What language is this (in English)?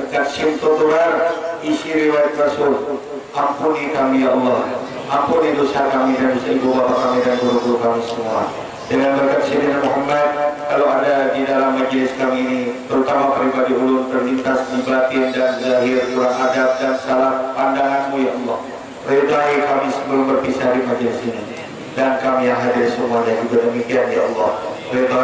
Banjar